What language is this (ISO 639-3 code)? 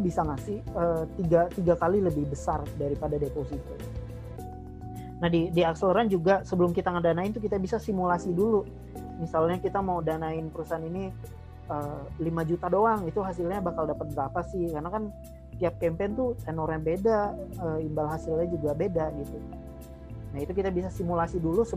ind